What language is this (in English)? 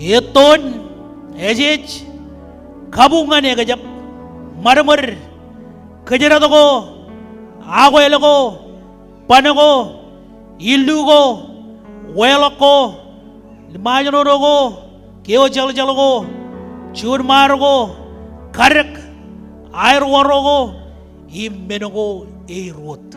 Marshallese